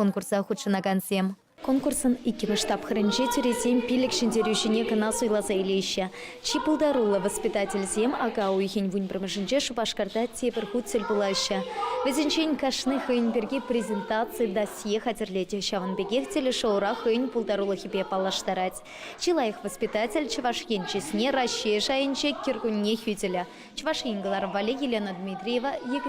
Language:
Chuvash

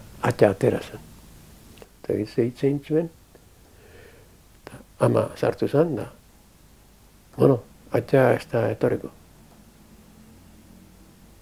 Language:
Basque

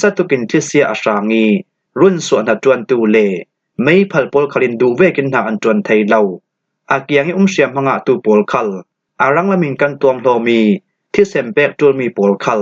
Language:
Falam Chin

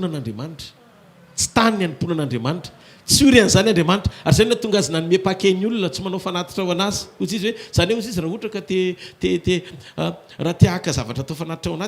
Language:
Malagasy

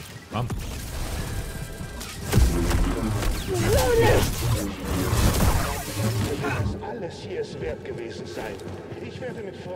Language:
German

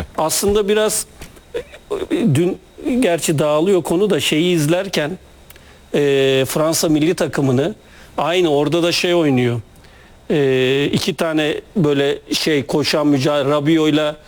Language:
Turkish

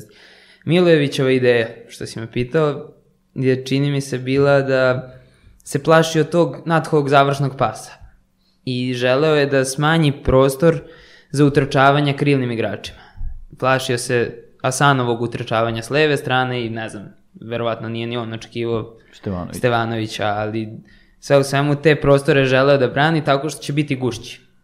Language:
Serbian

